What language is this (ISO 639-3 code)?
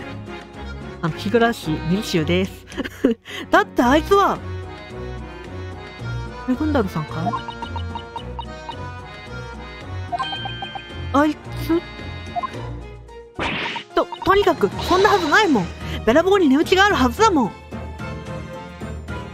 jpn